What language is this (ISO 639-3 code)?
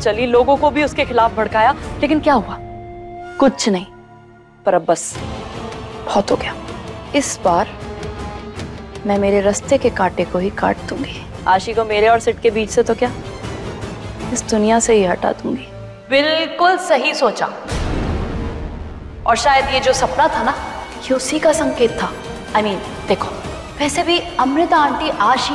hin